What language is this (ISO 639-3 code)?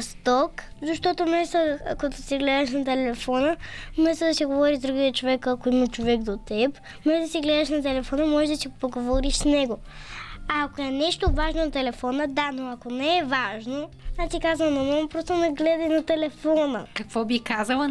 bul